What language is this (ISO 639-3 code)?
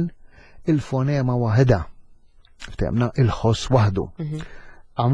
mlt